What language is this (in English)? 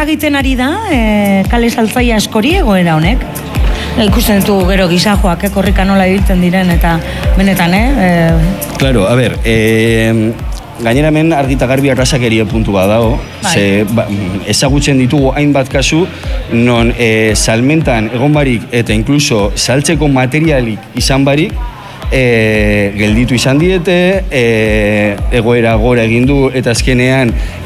Basque